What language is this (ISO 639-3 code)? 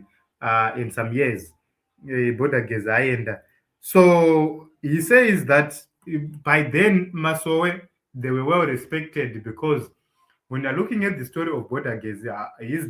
sna